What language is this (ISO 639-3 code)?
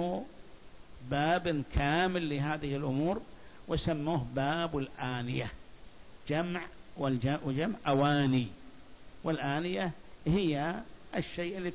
ara